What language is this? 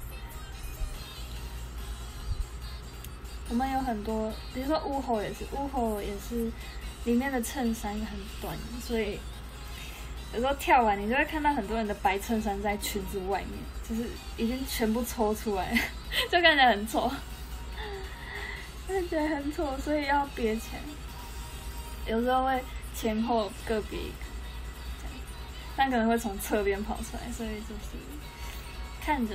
Chinese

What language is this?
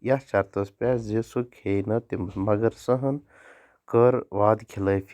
Kashmiri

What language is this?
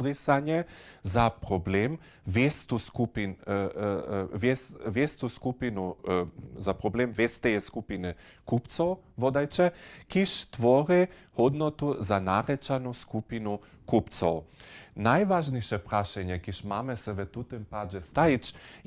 Upper Sorbian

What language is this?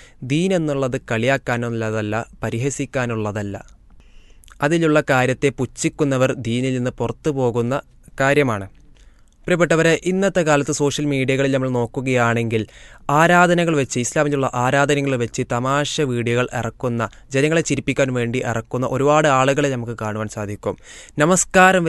Malayalam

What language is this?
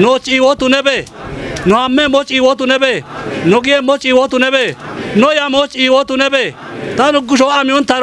Kafa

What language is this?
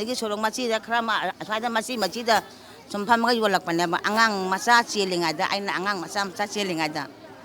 Manipuri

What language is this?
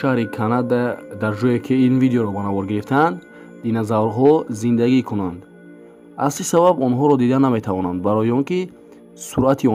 Tajik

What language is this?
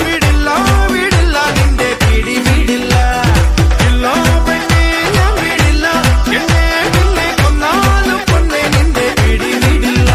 Malayalam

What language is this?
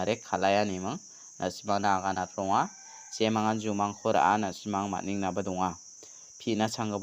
Garo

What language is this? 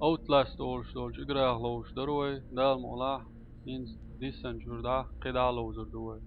Chechen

